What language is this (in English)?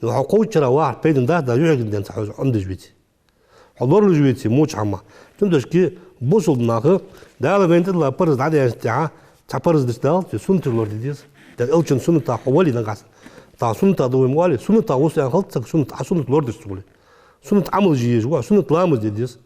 Ingush